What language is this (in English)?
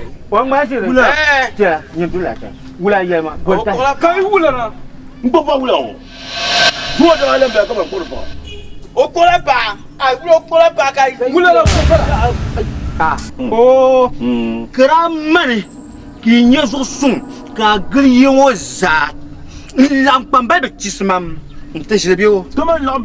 Dagbani